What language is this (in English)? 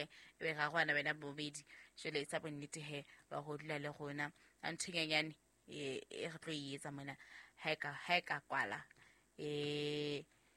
Southern Sotho